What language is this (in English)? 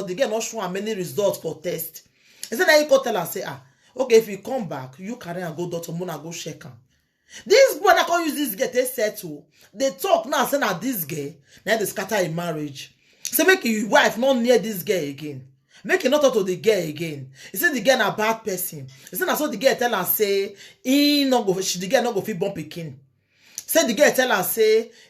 Nigerian Pidgin